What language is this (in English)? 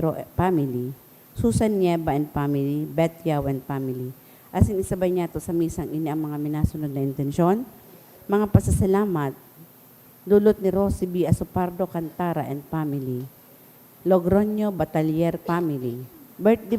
Bikol